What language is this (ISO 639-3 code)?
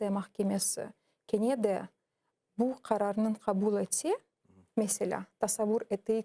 crh